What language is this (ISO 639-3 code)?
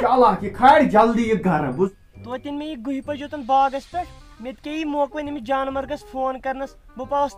kas